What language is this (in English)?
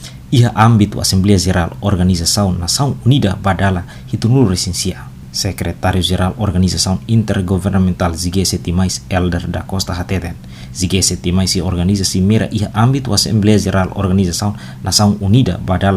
Tetum